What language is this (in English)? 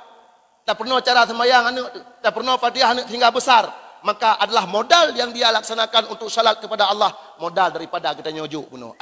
Achinese